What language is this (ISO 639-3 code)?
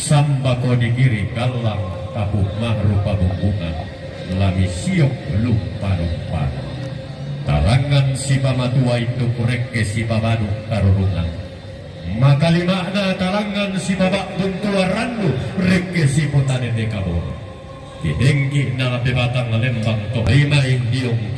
sda